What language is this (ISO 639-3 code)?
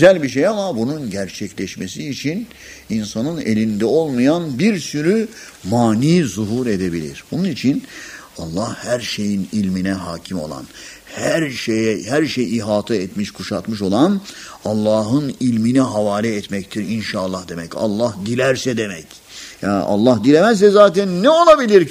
tur